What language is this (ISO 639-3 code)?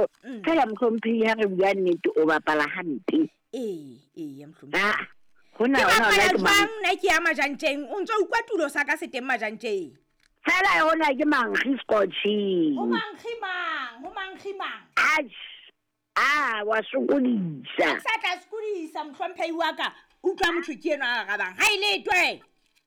sot